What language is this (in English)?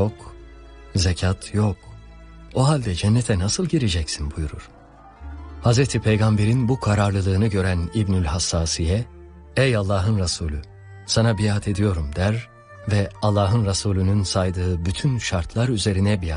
Turkish